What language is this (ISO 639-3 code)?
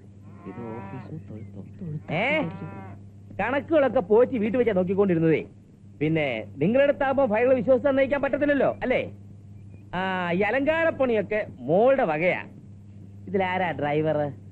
mal